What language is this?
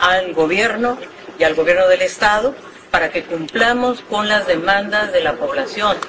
Spanish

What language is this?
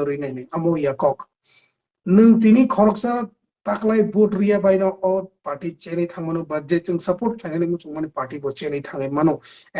Kok Borok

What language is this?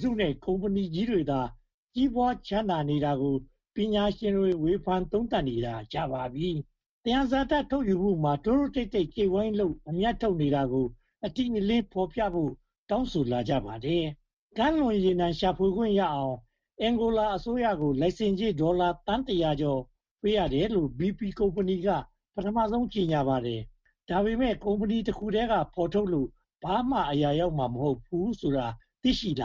Burmese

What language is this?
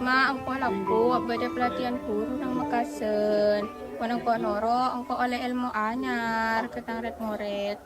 Madurese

